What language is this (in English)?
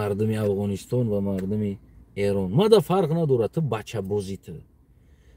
Tajik